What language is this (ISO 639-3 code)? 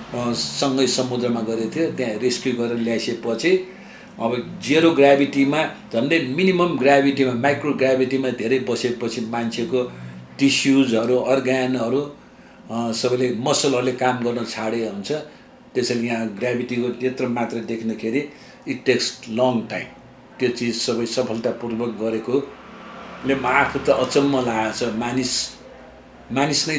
nep